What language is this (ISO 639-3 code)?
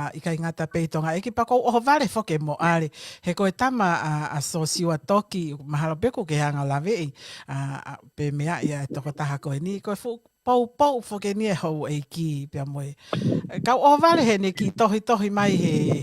ton